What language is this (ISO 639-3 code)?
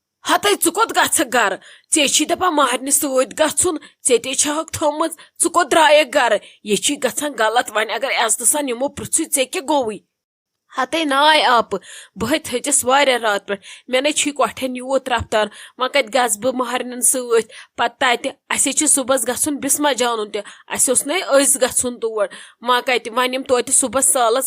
kas